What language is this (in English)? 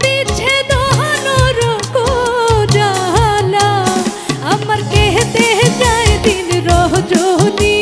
Sylheti